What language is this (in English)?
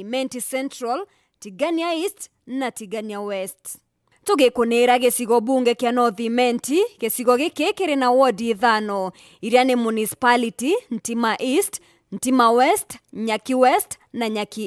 Meru